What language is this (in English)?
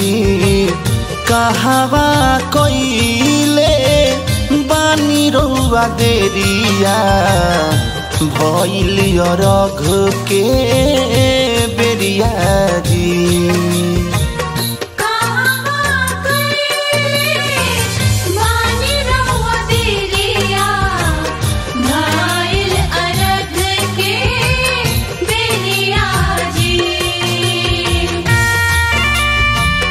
Bhojpuri